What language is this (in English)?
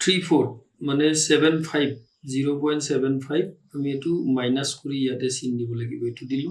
Assamese